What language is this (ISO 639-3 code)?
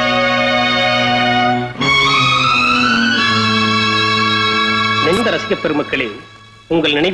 tam